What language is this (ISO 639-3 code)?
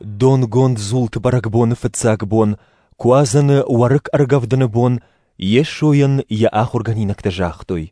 oss